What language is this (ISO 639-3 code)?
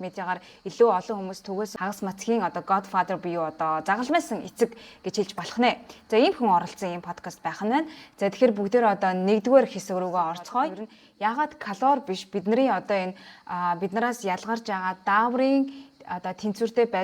mon